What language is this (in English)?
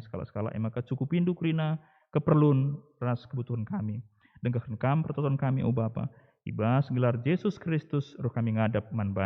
Batak Karo